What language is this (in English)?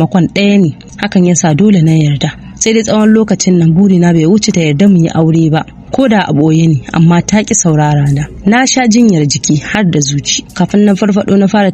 Hausa